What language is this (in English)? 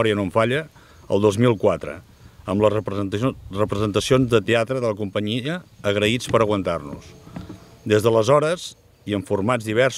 Catalan